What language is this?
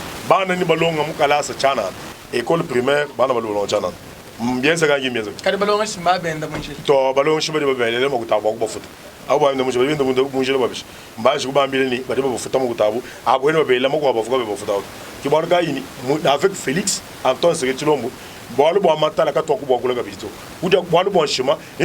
Luba-Lulua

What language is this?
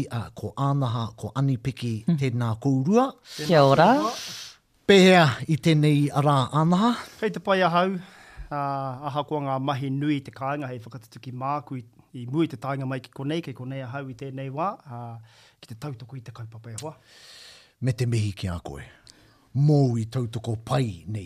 Māori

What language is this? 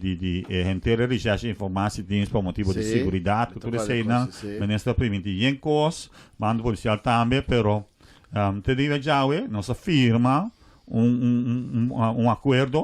Papiamento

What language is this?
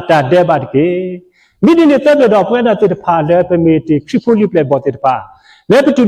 S'gaw Karen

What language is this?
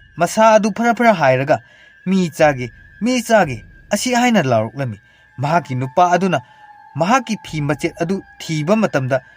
Manipuri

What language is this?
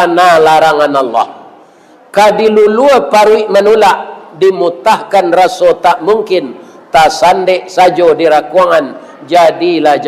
Minangkabau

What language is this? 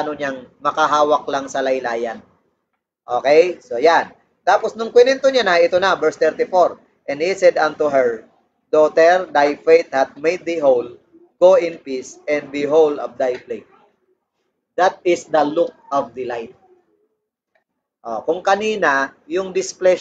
Filipino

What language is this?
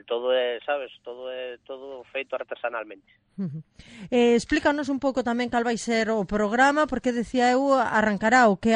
Galician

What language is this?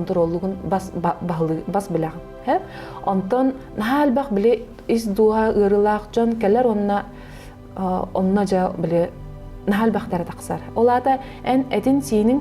Yakut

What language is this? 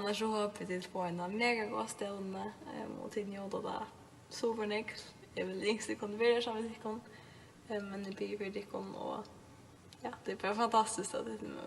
Faroese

